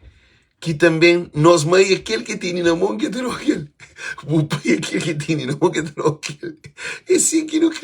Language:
Kabuverdianu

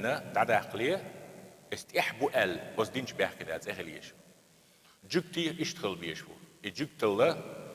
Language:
Chechen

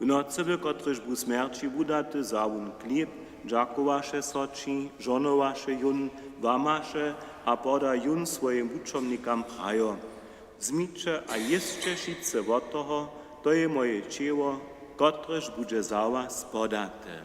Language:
Upper Sorbian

